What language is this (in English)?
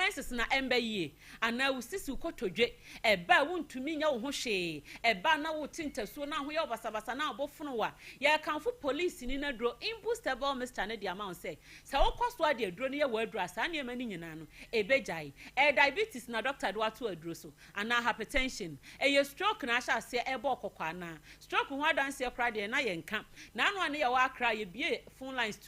Akan